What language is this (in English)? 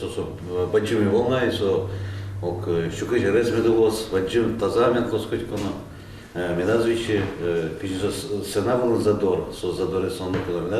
Udmurt